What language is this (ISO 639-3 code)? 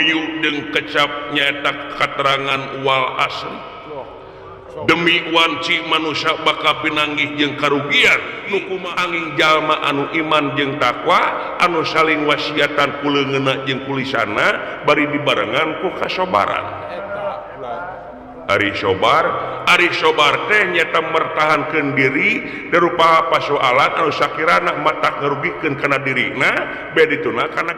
sun